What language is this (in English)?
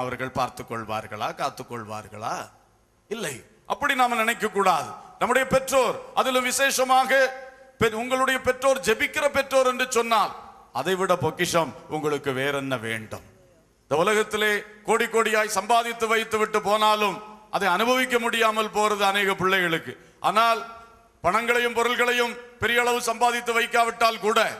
Tamil